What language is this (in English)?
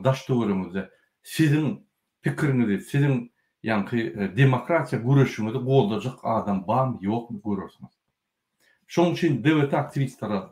Turkmen